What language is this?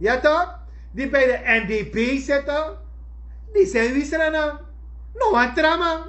Sranan Tongo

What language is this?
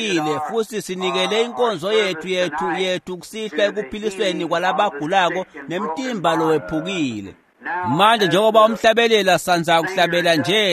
Swati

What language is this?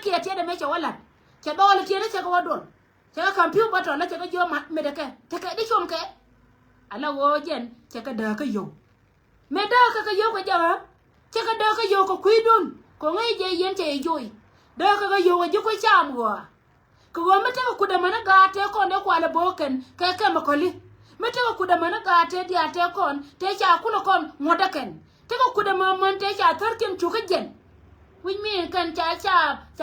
Nuer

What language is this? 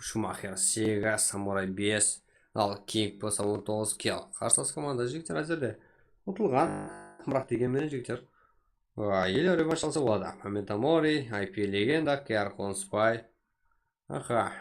Kara-Kalpak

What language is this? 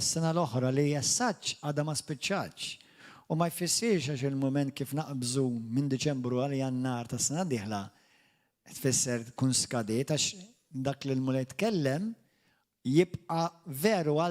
Maltese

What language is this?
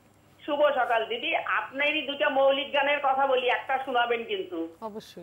Bangla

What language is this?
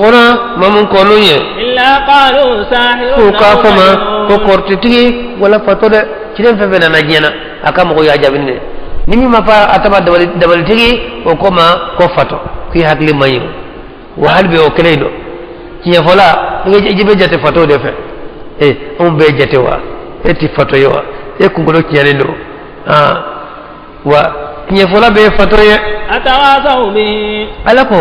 Bambara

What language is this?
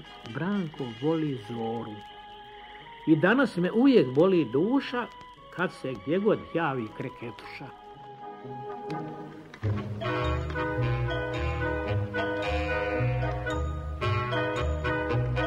Croatian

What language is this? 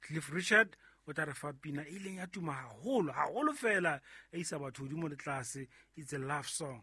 Southern Sotho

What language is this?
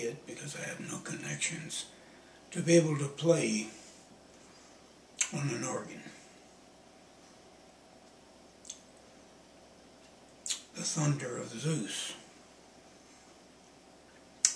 English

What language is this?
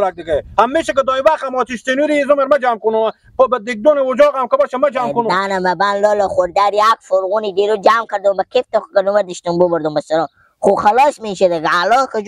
Persian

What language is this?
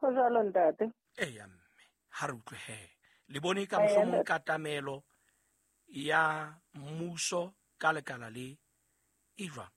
Southern Sotho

